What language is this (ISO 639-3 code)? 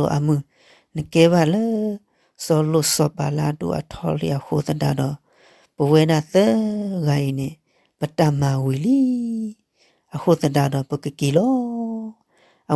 ksw